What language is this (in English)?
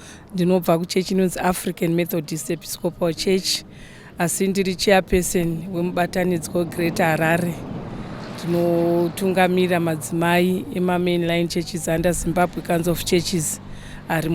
Shona